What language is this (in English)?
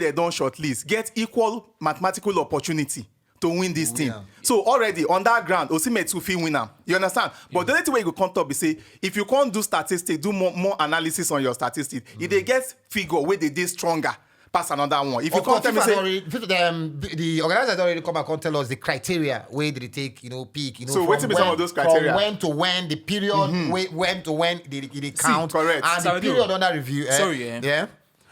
Nigerian Pidgin